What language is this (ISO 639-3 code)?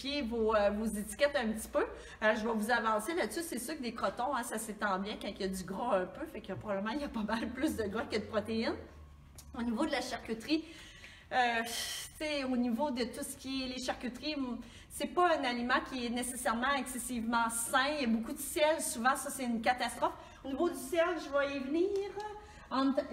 fra